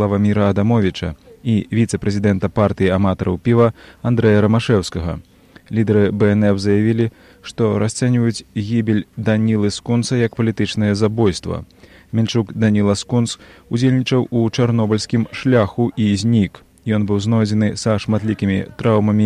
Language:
Belarusian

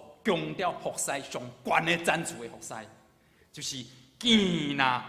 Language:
Min Nan Chinese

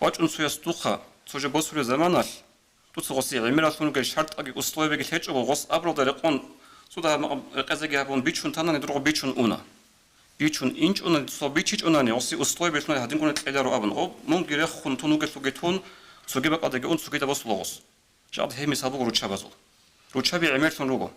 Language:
Avaric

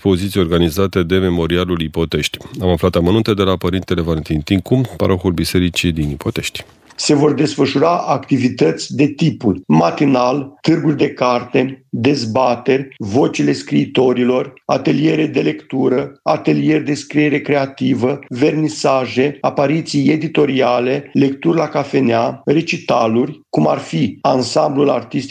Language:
Romanian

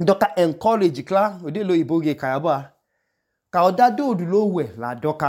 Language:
Idoma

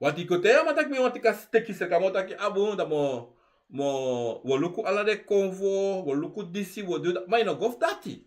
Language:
Sranan Tongo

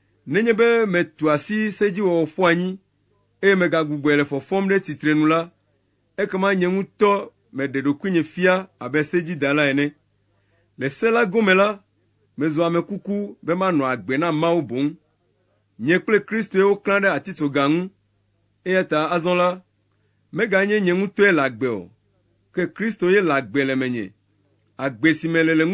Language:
Ewe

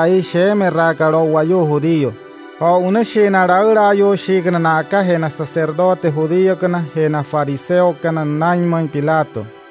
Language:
Wayuu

